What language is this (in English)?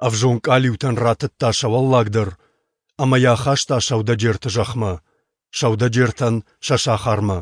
Ossetic